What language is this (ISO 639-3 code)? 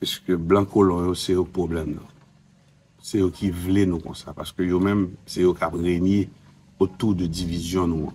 hat